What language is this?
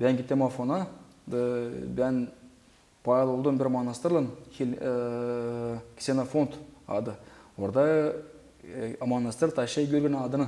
Gagauz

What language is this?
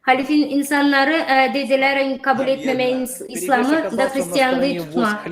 Gagauz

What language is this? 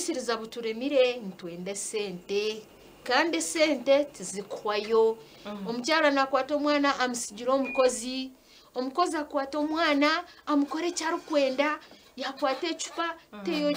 Nyankole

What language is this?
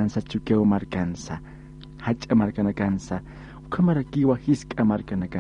Aymara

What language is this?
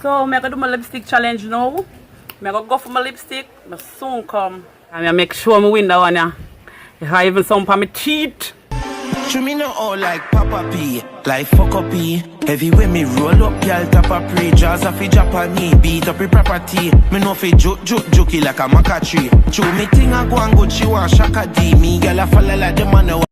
Jamaican Creole English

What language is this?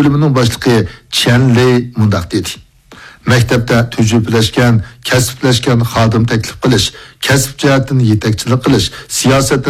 Uyghur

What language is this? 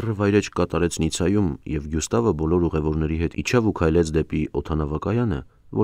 Armenian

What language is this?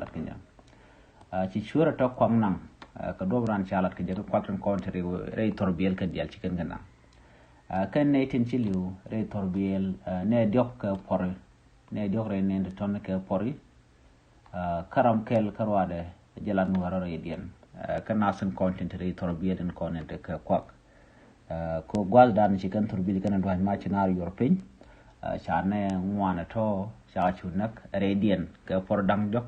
Nuer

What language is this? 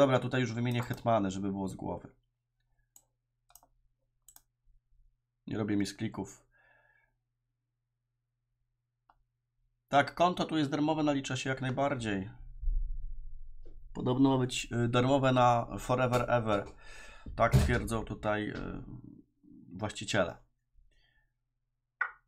Polish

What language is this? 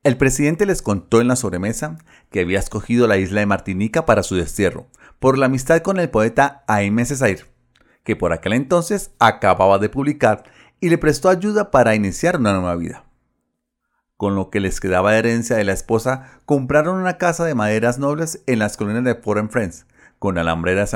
Spanish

